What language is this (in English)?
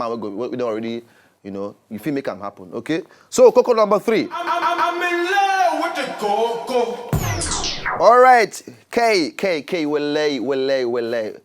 Nigerian Pidgin